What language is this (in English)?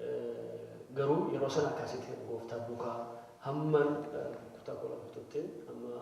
Oromo